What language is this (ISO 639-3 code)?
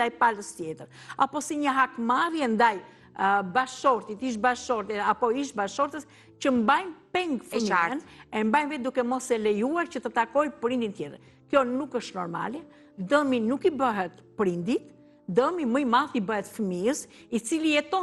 sqi